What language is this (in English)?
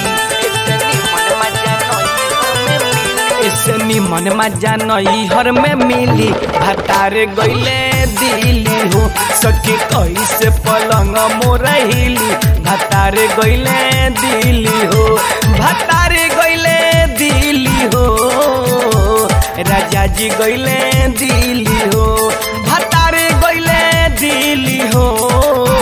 Bhojpuri